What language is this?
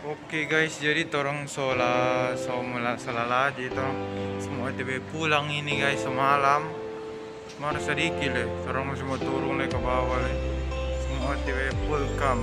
Manado Malay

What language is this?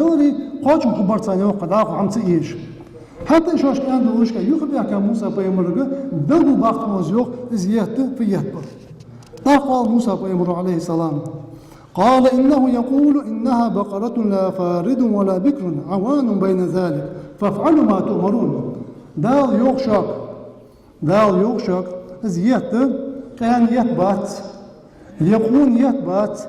Ingush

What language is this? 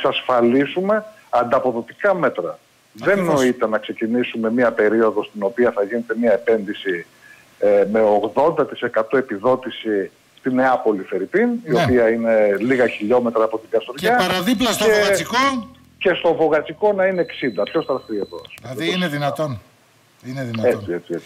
Greek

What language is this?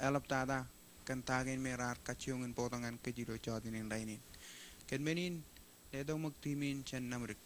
Marshallese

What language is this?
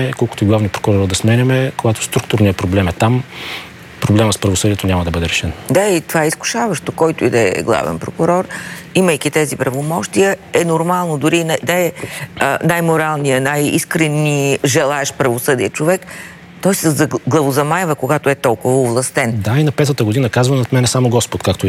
Bulgarian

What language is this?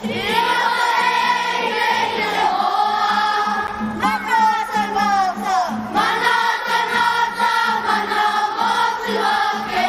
Māori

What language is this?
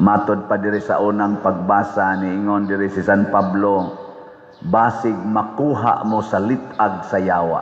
Cebuano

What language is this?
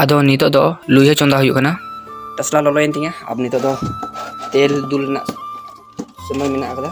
Santali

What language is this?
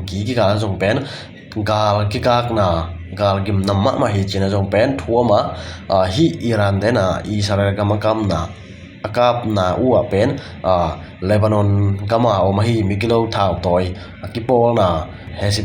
Tedim Chin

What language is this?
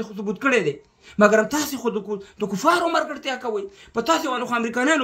Pashto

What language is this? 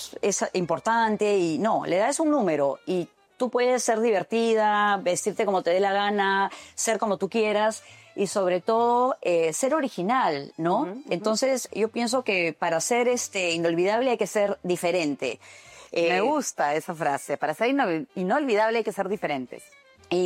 Spanish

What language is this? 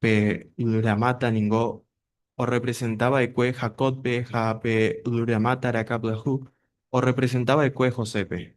Guarani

